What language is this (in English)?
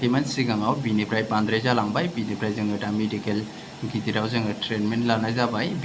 Bodo